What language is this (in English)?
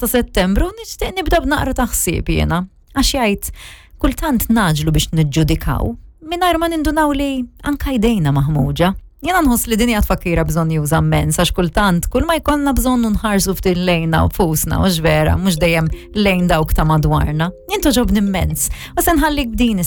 Maltese